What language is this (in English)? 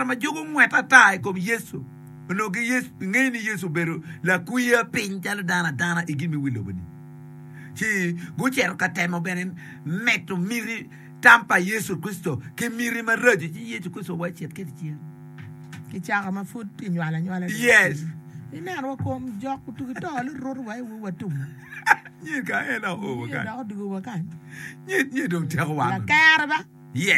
Acoli